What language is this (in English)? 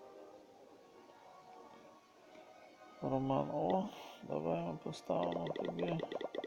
Ukrainian